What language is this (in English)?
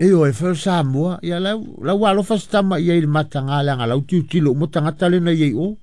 Samoan